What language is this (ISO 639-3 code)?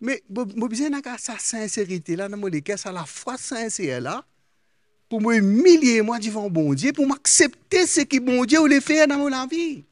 mfe